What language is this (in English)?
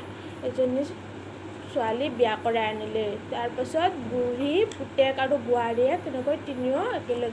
Assamese